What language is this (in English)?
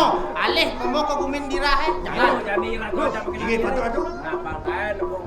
Balinese